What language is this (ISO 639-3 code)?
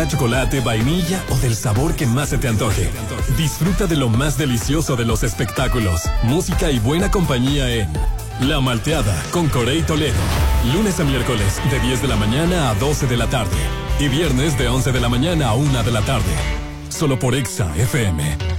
spa